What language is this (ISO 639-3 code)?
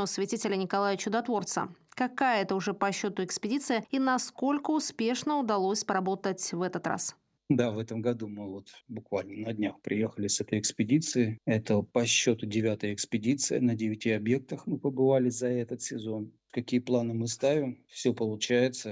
rus